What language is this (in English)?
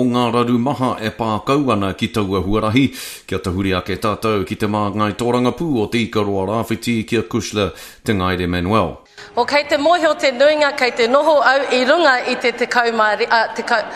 Māori